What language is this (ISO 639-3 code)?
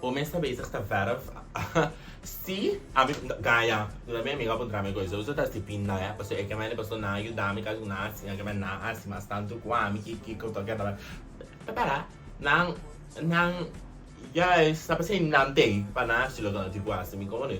pap